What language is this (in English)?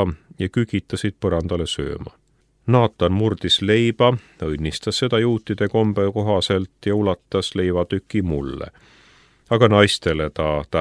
Estonian